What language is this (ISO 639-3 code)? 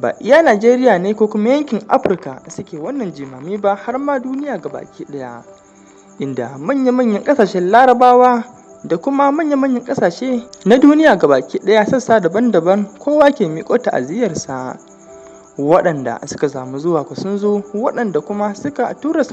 hau